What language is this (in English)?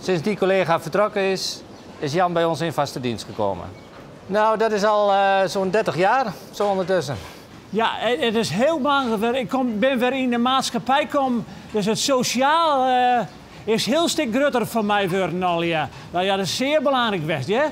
Western Frisian